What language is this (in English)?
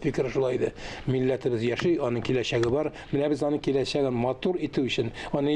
Tatar